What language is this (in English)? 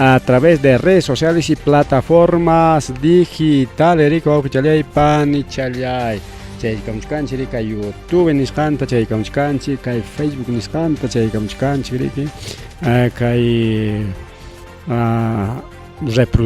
Ayacucho Quechua